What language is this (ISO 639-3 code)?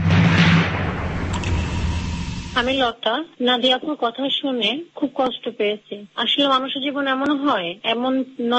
ben